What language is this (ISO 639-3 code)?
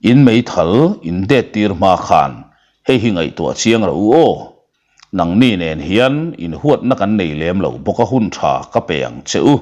lus